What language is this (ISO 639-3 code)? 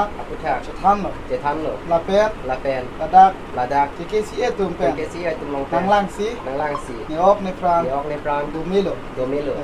mjw